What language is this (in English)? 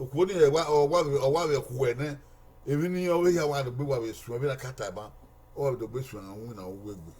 Bini